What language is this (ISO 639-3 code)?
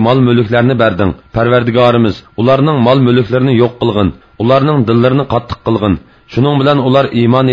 uig